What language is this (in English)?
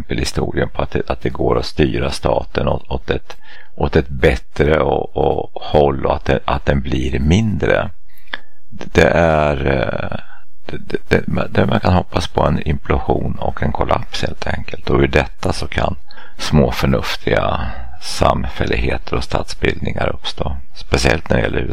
Swedish